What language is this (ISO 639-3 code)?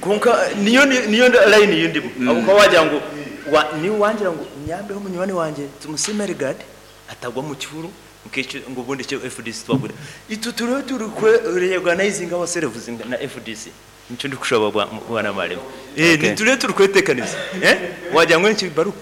nyn